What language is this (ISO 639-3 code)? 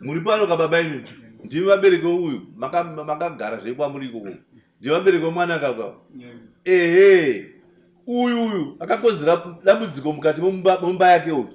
sna